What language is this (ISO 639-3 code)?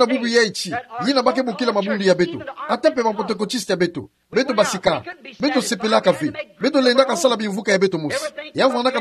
ktu